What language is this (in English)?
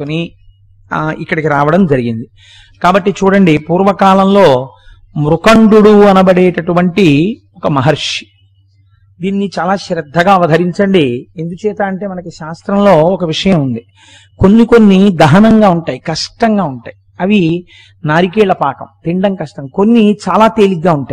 Telugu